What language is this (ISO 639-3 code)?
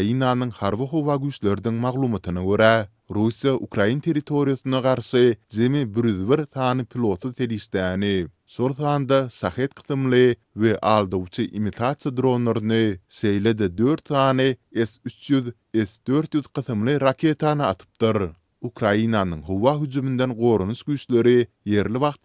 tuk